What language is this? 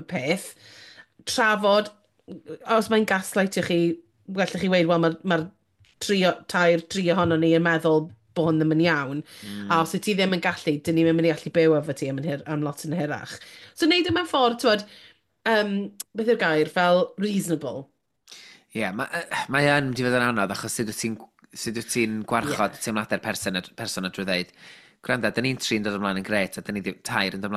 Welsh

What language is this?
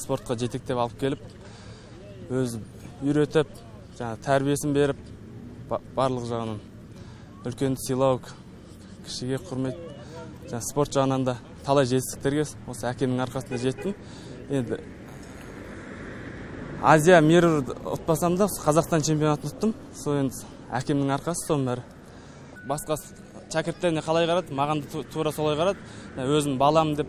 Kazakh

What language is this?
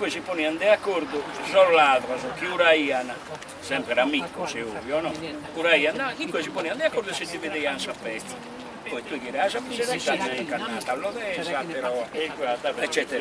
Sardinian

